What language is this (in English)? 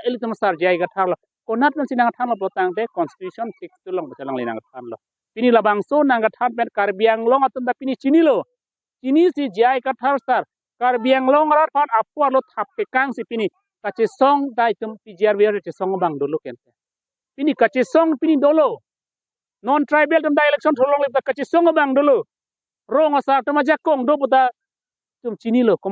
Karbi